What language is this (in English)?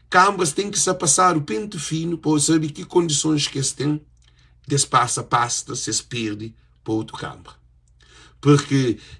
Kabuverdianu